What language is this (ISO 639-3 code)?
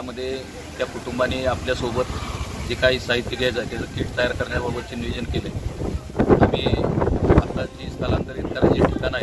mar